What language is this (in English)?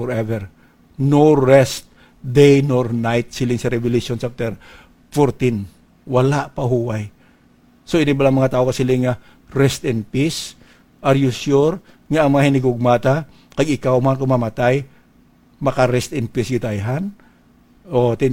Hiligaynon